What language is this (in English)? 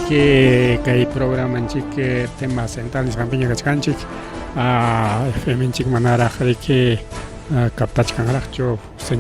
Ayacucho Quechua